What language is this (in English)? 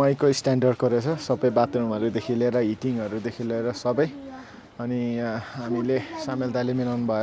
Nepali